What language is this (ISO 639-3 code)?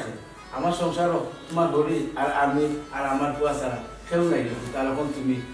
syl